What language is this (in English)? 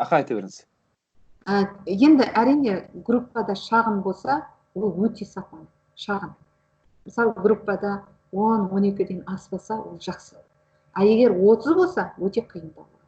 Kazakh